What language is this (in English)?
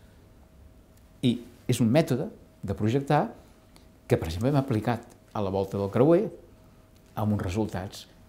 Catalan